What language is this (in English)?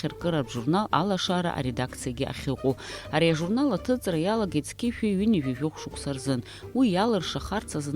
Abkhazian